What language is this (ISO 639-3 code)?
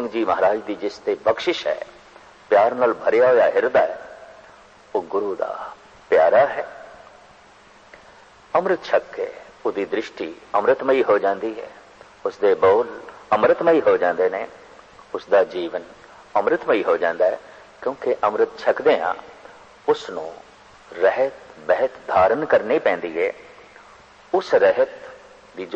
pan